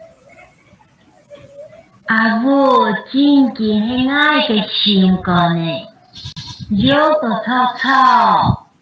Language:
Hakka Chinese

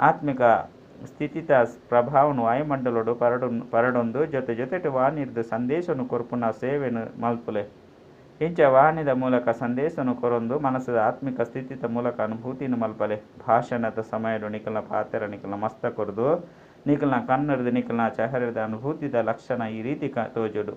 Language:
Tulu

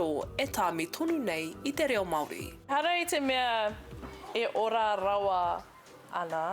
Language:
Māori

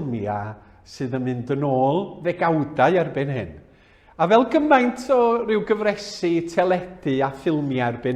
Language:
Welsh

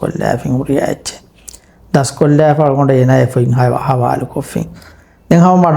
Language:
Divehi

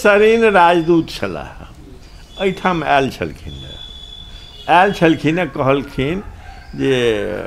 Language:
Maithili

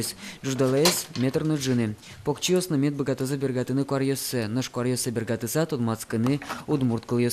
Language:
Udmurt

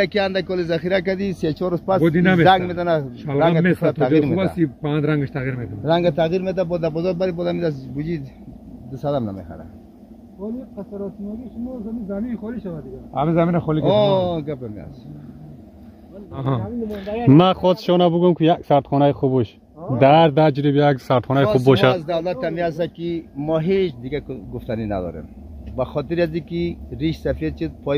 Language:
Persian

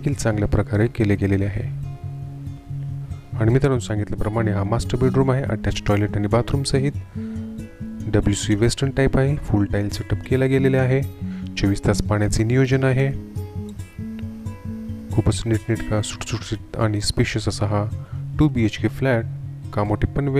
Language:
Marathi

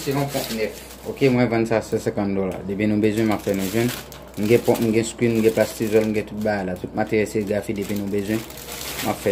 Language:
Haitian Creole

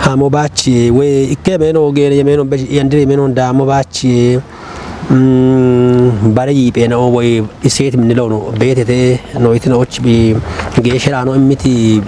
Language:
Kafa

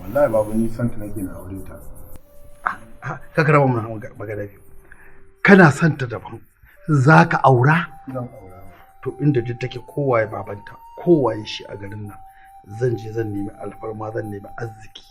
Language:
Hausa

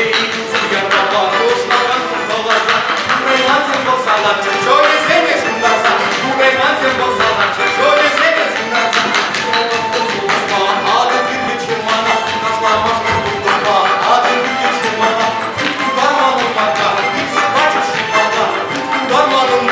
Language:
Chuvash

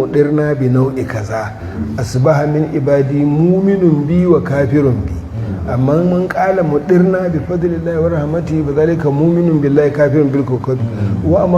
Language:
Hausa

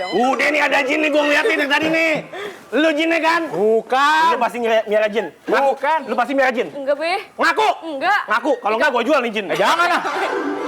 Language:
Betawi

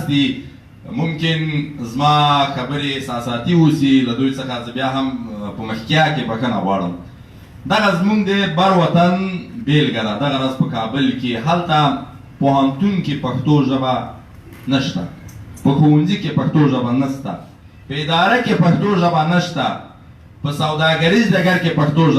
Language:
Pashto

